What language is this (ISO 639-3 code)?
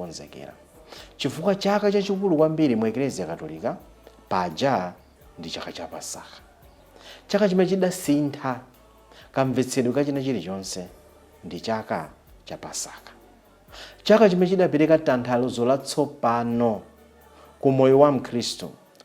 nya